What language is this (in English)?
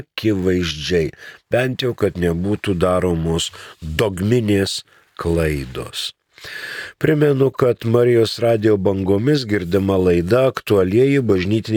Lithuanian